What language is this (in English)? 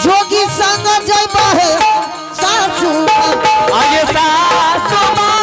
Angika